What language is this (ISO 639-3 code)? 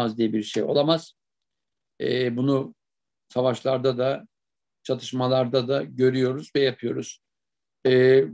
tur